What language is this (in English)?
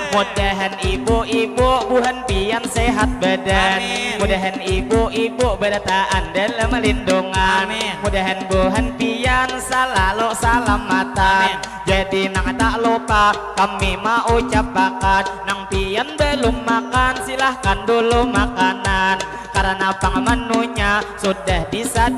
Banjar